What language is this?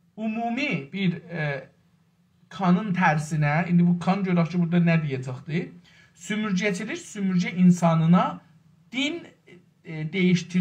South Azerbaijani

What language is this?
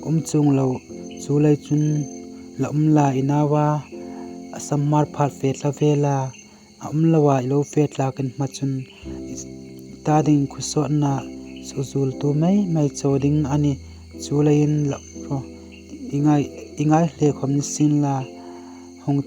Hmar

